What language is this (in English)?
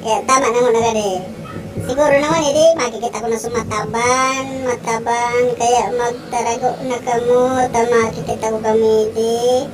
Bikol